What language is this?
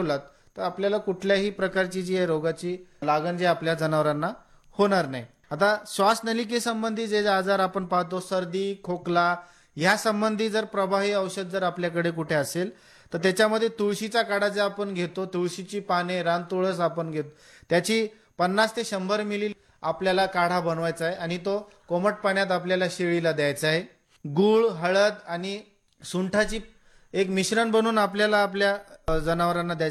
Marathi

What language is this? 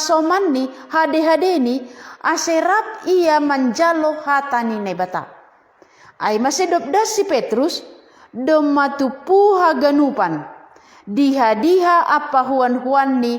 Batak Simalungun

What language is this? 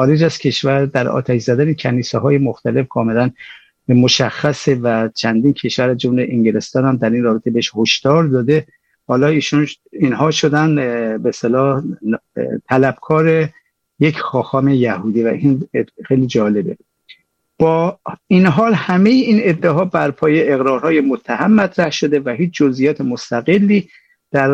Persian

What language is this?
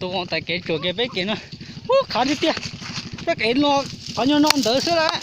Hmong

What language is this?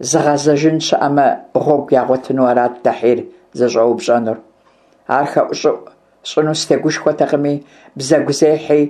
Kabardian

